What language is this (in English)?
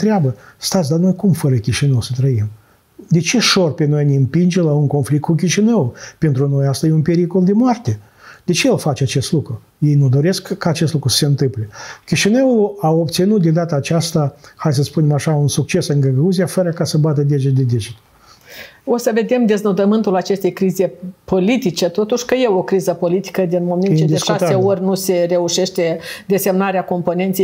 Romanian